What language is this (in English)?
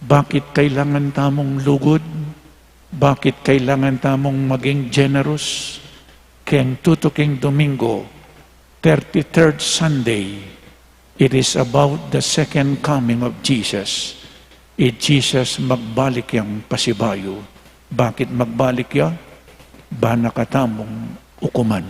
Pampanga